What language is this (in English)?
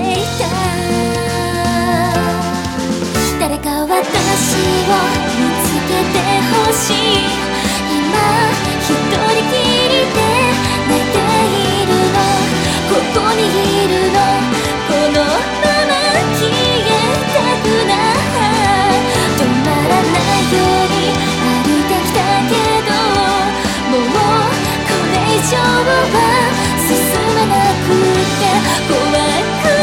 Japanese